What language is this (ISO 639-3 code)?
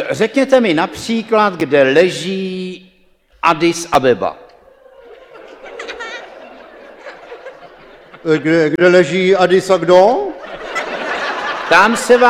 ces